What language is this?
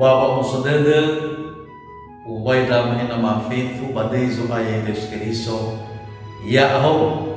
Nias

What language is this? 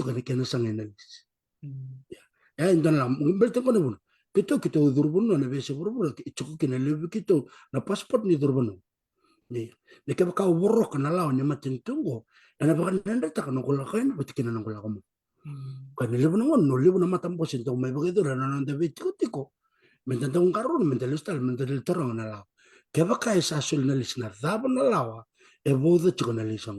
Fijian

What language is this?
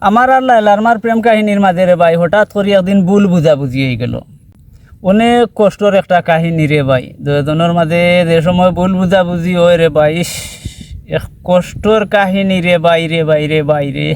Sylheti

